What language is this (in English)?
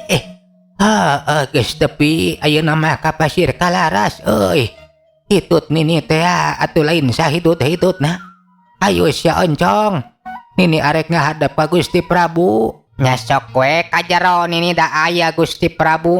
Sundanese